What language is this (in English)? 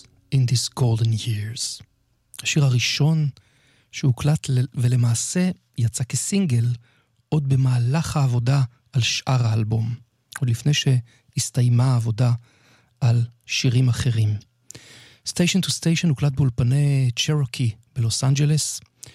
Hebrew